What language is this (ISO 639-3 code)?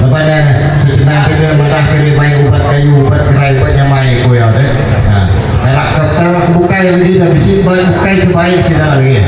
iba